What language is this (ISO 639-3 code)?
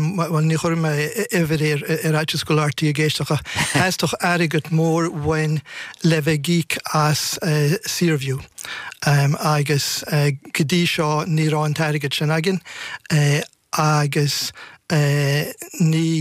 gle